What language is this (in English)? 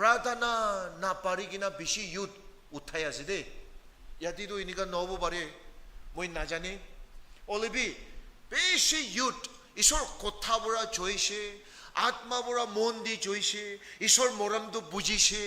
Naga Pidgin